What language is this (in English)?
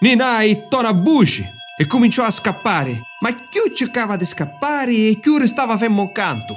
Sicilian